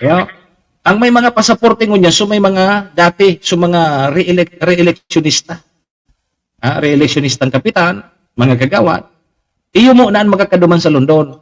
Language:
Bikol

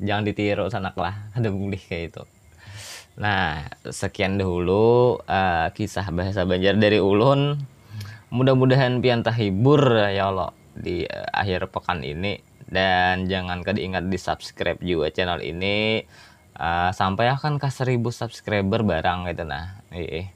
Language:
Banjar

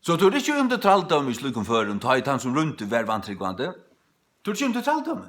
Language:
Faroese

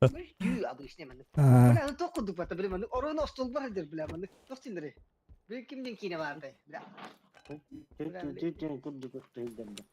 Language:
Yakut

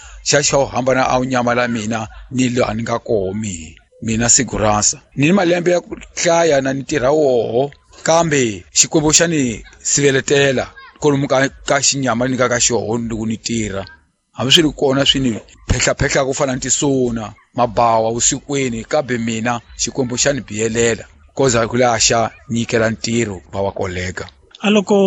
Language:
Tsonga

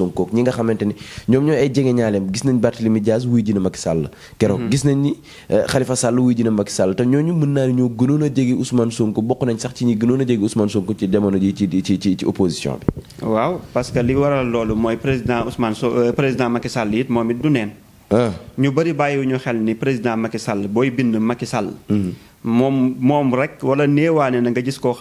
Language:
Wolof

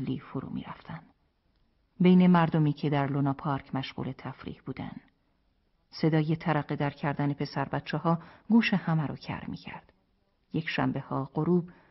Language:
Persian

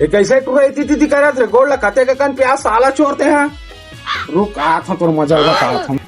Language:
Chhattisgarhi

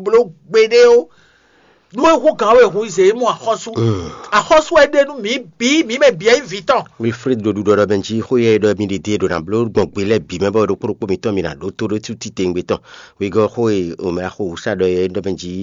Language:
Fon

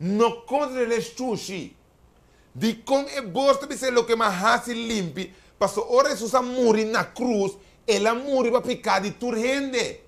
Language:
Papiamento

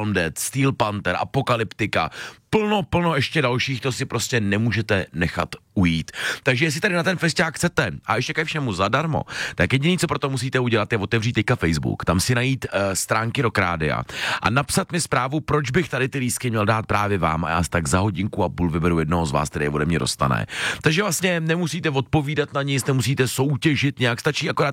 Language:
Czech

